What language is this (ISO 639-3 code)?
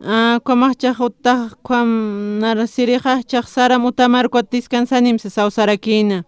aym